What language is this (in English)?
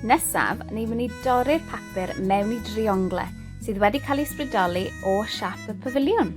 Welsh